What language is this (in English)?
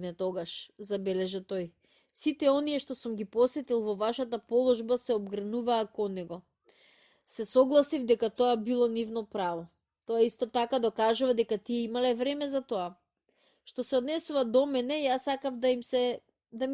Macedonian